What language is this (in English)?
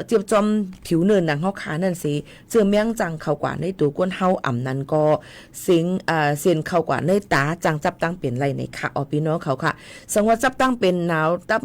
Shan